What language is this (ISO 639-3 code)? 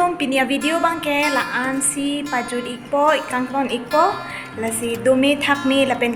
mjw